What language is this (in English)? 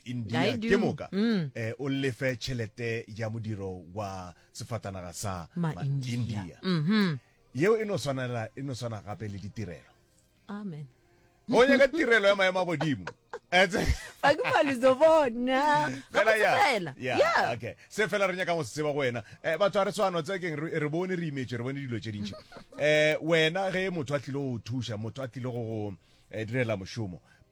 Northern Sotho